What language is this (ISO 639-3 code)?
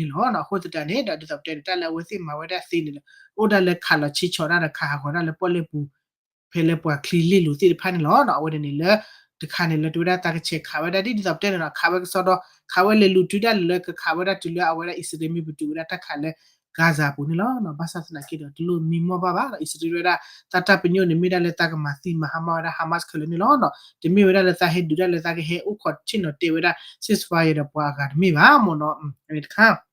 ksw